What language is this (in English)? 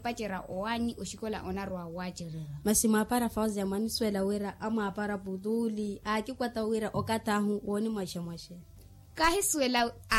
Makhuwa